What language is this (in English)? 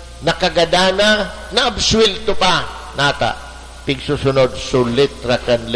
Bikol